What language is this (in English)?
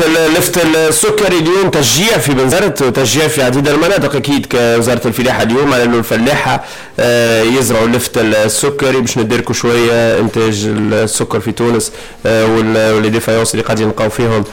Tunisian Arabic